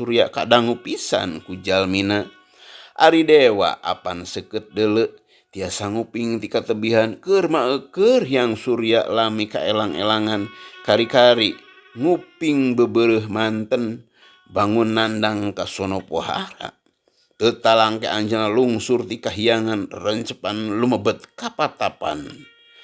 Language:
Sundanese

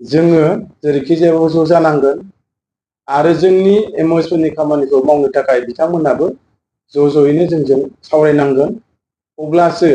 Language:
Bodo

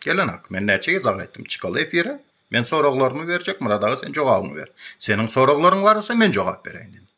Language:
Turkmen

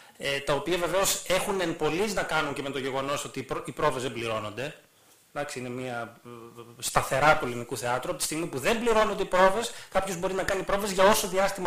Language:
Greek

